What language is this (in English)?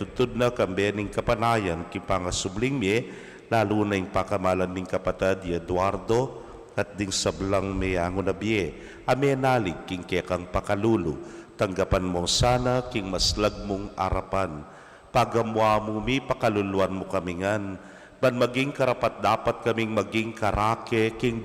Pampanga